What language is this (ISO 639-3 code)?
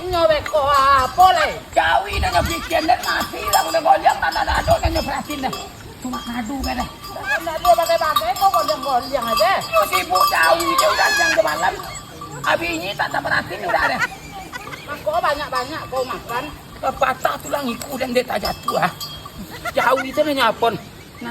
min